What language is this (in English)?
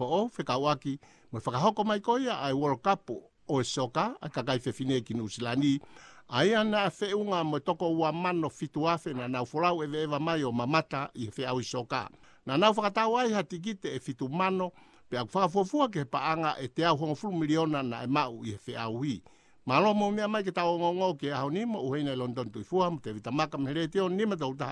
Tongan